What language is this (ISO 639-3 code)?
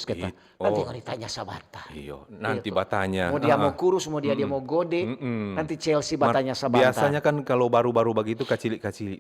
xmm